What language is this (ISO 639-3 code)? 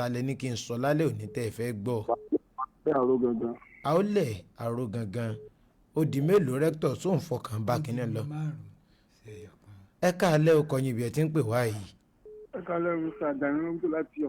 yor